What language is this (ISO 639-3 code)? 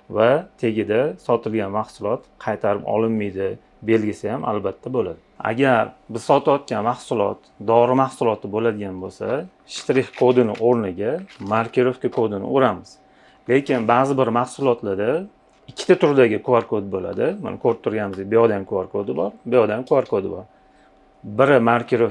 uzb